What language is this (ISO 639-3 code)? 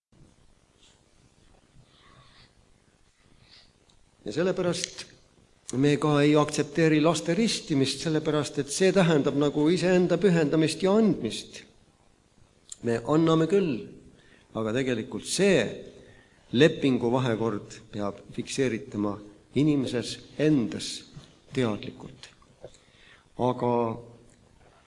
est